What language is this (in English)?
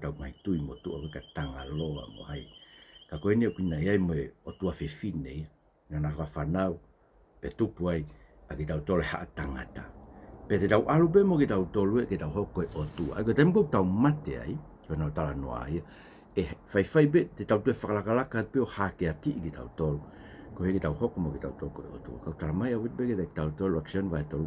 Tongan